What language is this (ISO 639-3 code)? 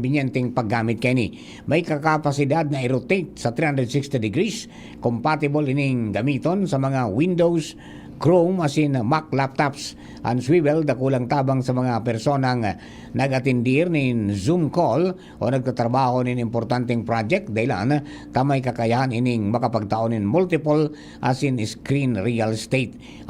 bik